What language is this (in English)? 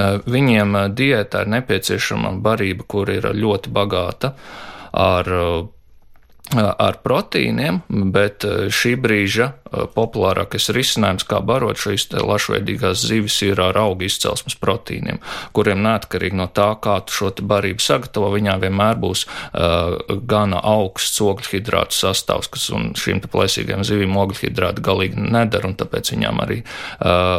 Latvian